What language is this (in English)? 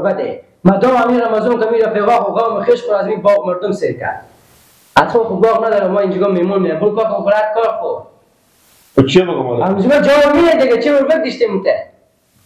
Persian